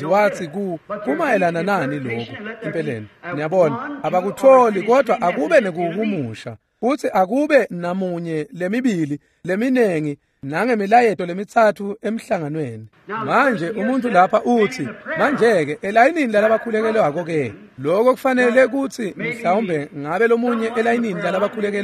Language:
Swati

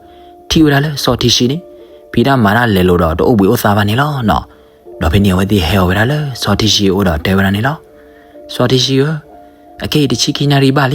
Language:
S'gaw Karen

